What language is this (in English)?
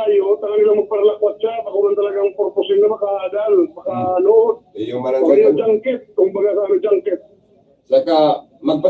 Bikol